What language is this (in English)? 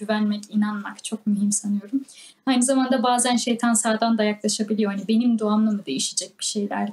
Turkish